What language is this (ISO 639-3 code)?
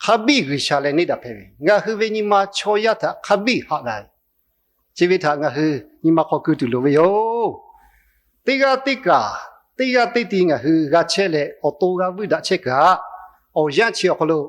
lhu